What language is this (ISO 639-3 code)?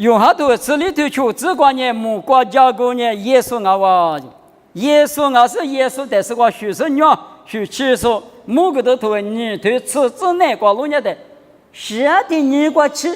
lis